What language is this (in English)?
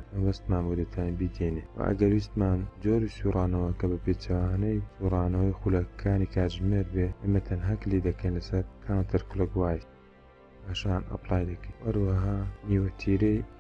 Central Kurdish